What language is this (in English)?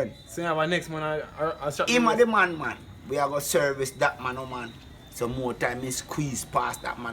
Jamaican Creole English